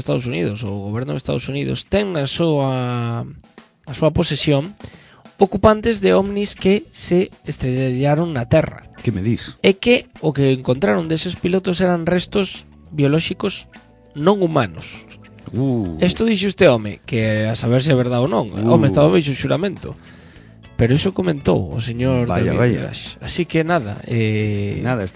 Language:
Galician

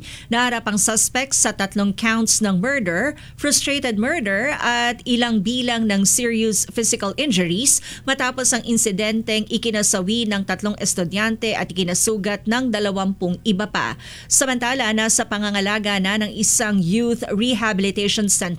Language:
Filipino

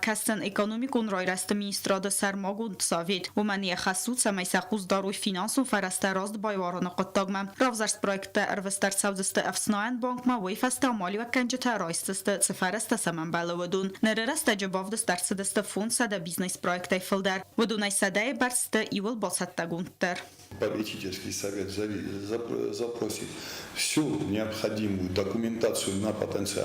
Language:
Ossetic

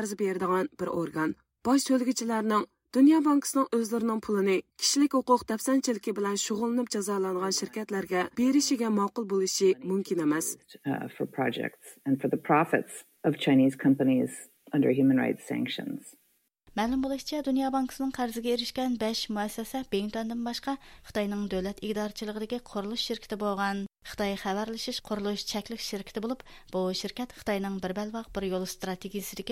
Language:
Uyghur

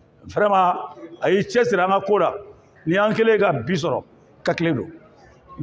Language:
Bambara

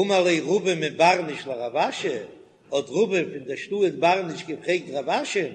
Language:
Yiddish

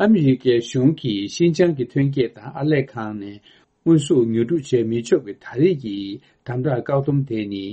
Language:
Tibetan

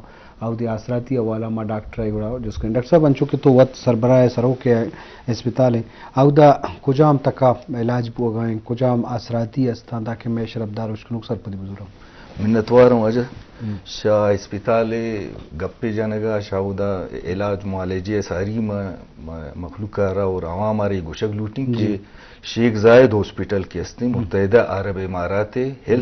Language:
Eastern Balochi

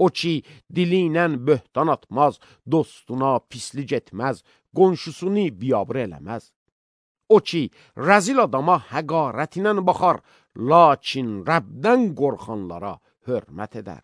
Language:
Azerbaijani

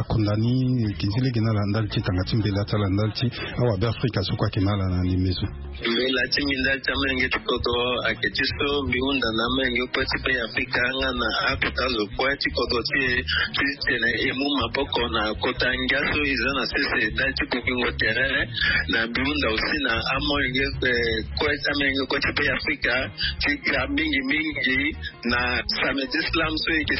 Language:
Sango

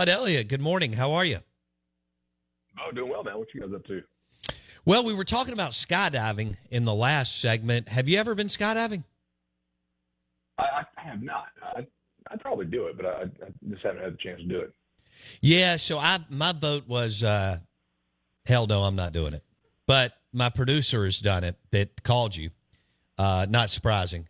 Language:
English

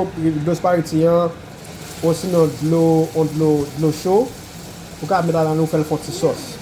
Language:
Haitian Creole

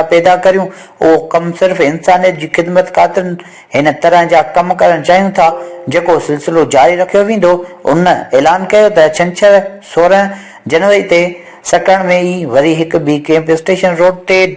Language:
Sindhi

